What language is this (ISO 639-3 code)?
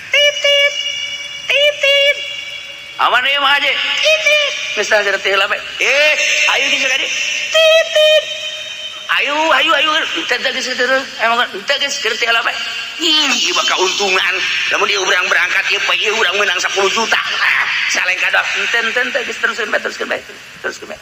sun